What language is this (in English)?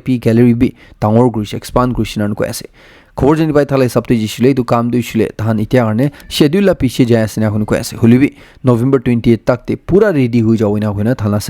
Naga Pidgin